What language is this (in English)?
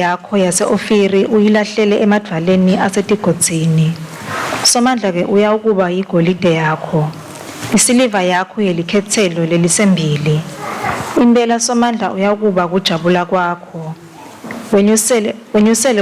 Swati